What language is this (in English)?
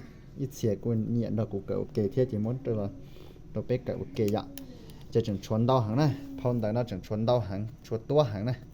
Hmong